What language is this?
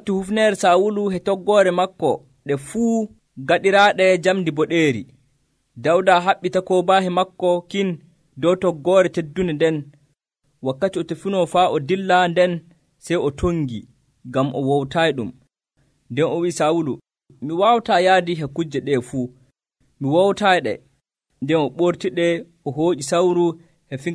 Nigerian Fulfulde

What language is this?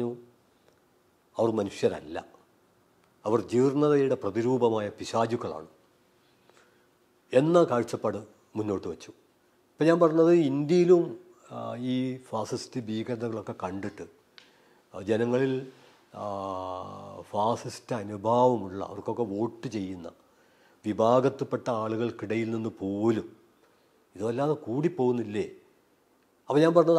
Malayalam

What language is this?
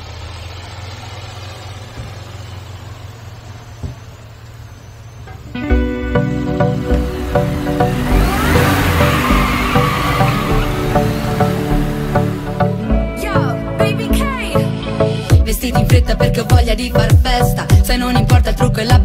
Italian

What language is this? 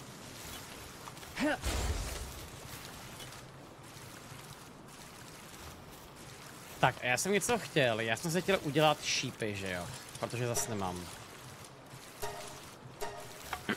Czech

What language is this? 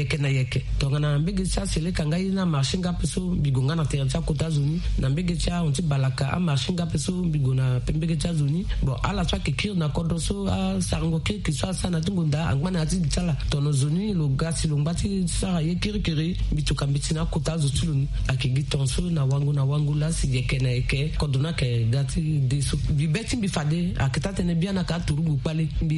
Sango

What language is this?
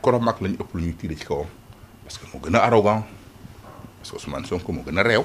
Wolof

